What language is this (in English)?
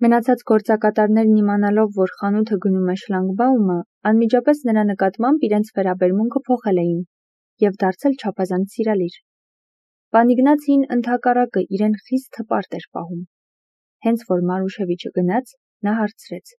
Armenian